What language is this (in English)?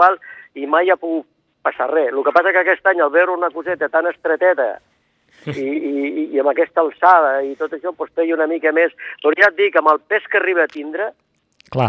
Catalan